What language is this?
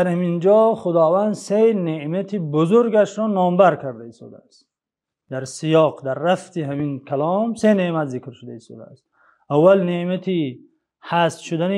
Tajik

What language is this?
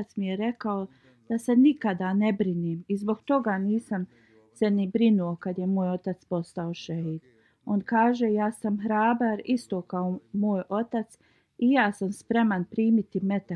Bosnian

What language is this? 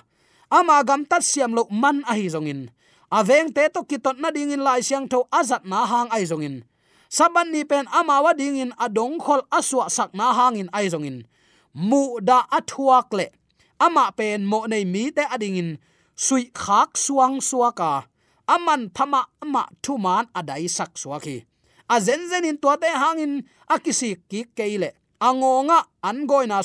Tedim Chin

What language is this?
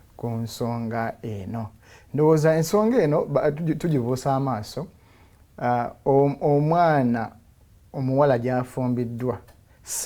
Ganda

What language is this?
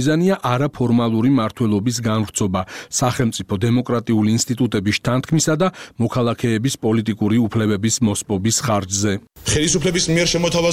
Georgian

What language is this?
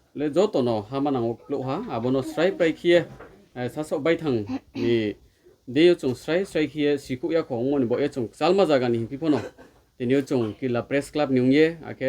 Riang (India)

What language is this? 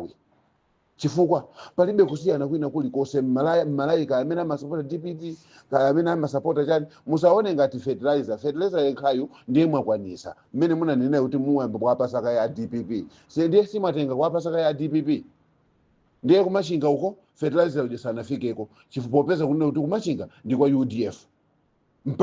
Nyanja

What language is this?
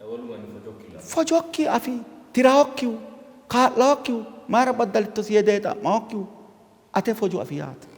Sidamo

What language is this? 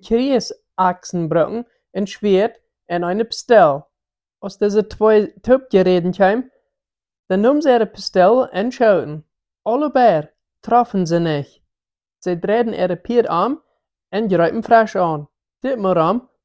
Plautdietsch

